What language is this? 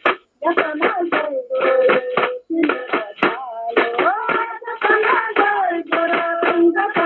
Kok Borok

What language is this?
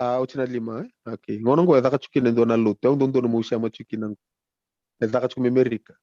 Fijian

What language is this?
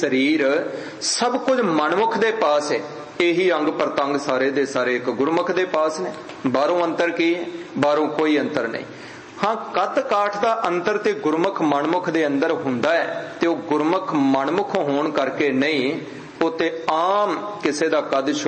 Punjabi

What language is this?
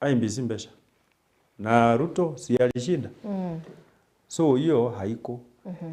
Meru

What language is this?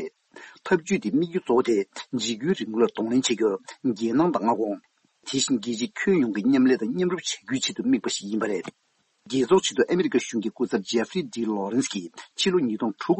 Tibetan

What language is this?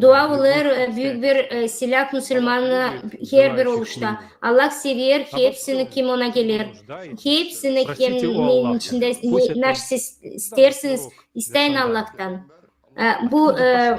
Gagauz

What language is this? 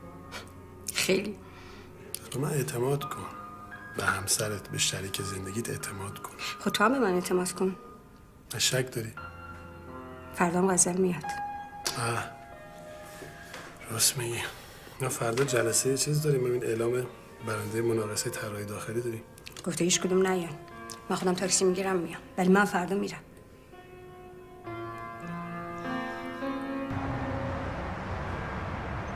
Persian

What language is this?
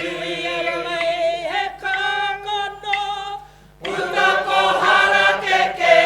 Māori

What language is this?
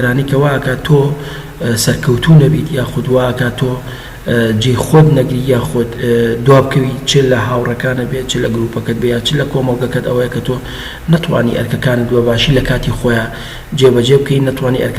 Central Kurdish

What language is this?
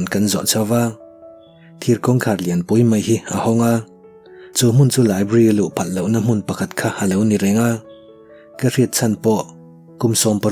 Mizo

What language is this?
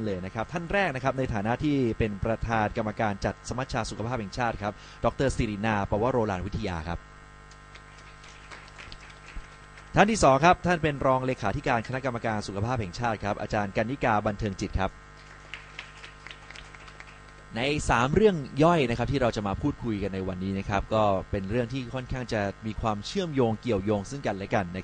Thai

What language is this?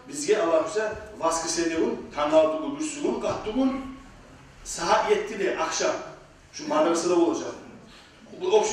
Kumyk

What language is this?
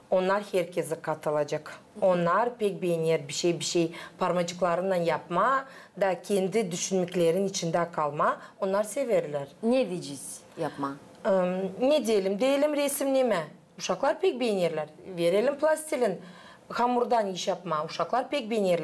Gagauz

